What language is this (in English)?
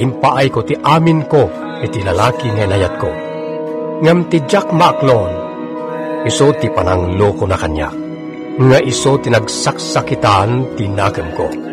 Iloko